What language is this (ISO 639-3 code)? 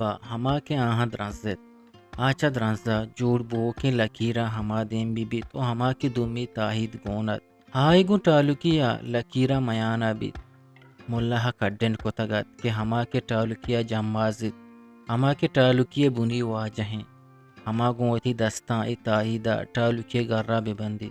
bgp